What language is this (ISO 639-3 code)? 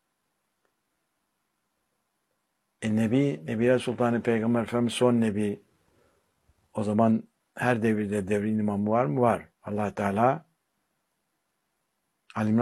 tur